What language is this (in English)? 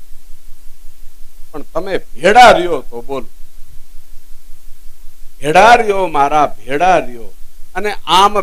Gujarati